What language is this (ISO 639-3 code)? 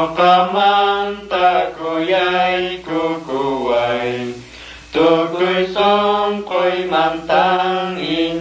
que